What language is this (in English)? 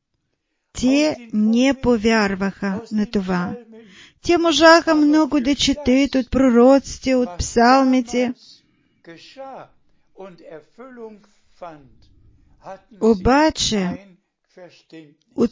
Bulgarian